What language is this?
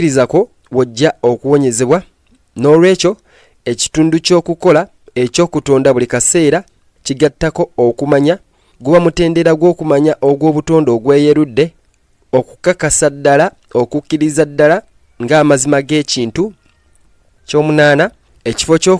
Ganda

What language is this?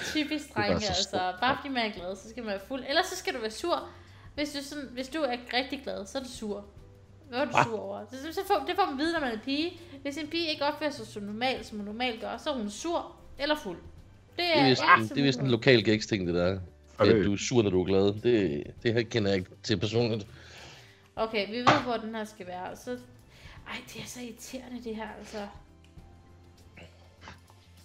Danish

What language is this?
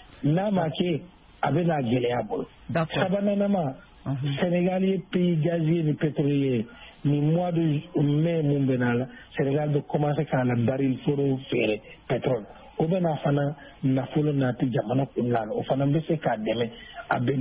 Bambara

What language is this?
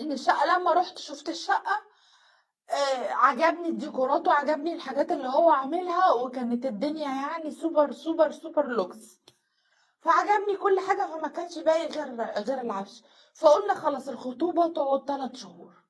Egyptian Arabic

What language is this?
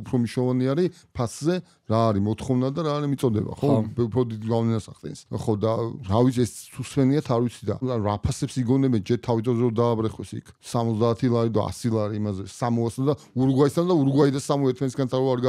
Georgian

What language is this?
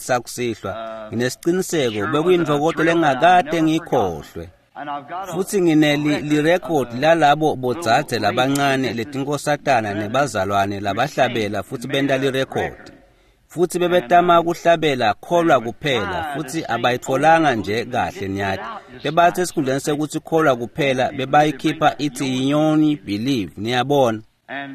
Swati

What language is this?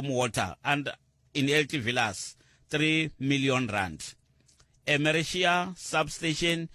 Tsonga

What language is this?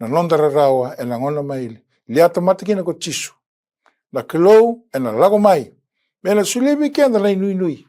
Fijian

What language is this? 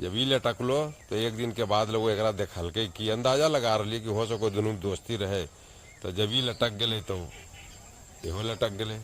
Magahi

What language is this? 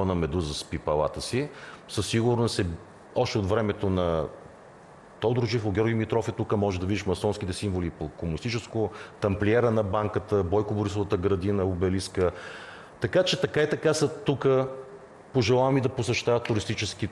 Bulgarian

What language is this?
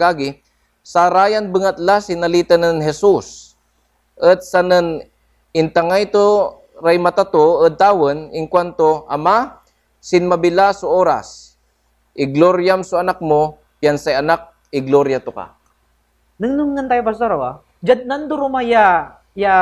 Pangasinan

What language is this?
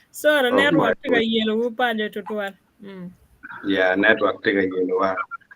Acoli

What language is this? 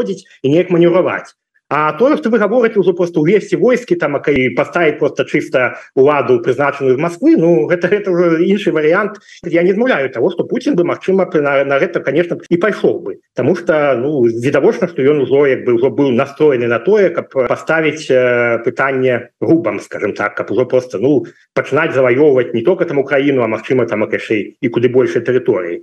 Belarusian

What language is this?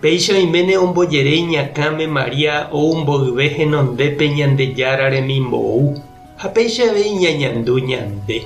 Guarani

